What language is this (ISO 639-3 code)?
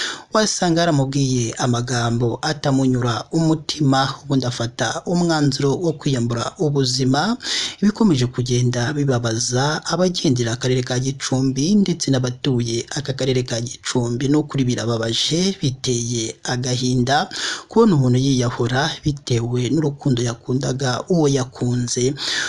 kin